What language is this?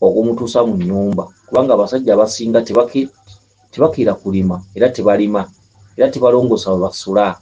Ganda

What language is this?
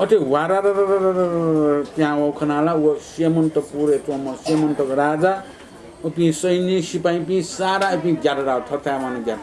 Newari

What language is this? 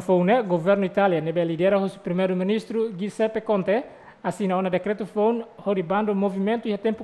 Tetum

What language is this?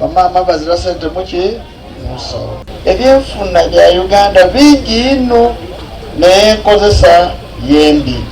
Ganda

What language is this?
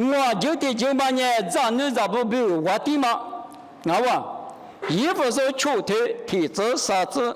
Lisu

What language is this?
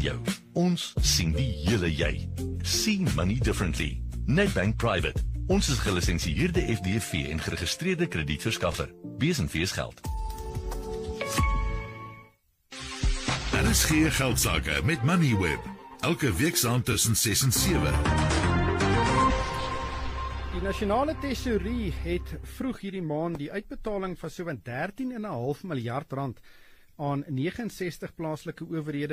Afrikaans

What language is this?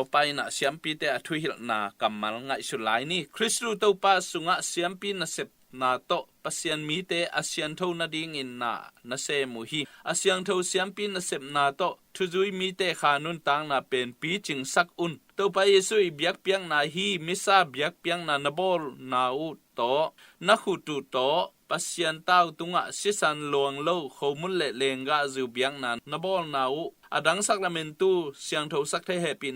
Tedim Chin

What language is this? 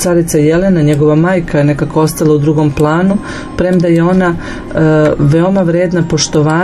Serbian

